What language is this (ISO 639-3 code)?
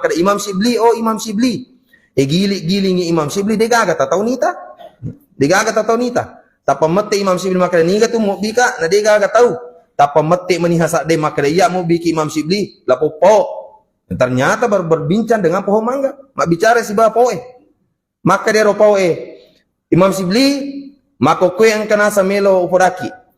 bug